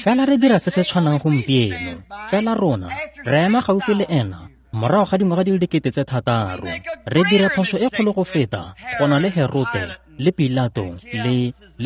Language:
Tswana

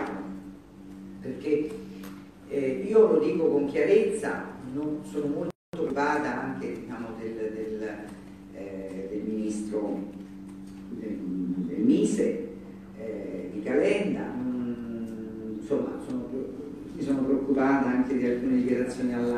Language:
Italian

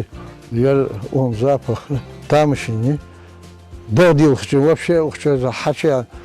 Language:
Ingush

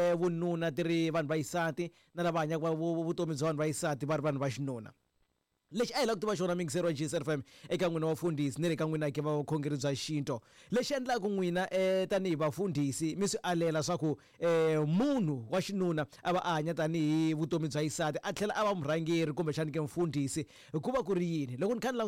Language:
Tsonga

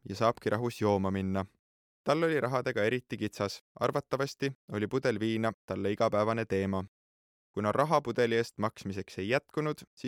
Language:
Estonian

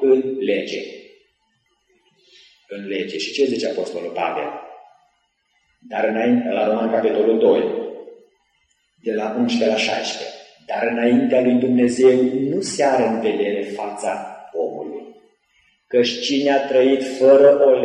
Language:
Romanian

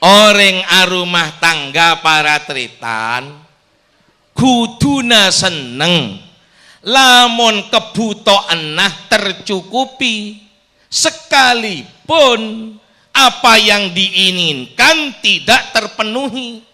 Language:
Madurese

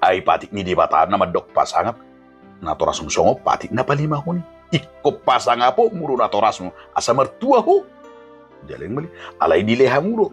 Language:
Batak Toba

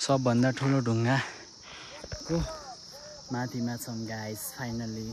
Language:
Nepali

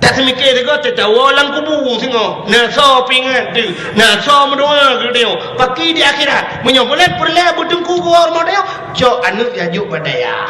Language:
Achinese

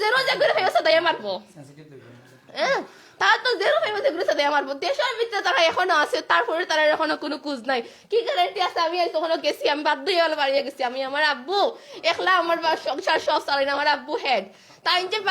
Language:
Sylheti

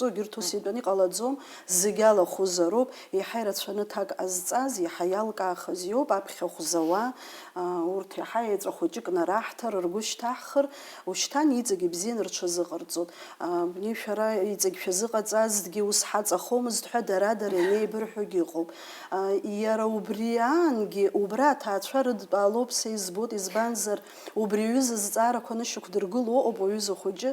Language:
Abkhazian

